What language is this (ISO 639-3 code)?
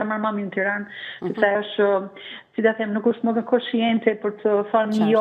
sqi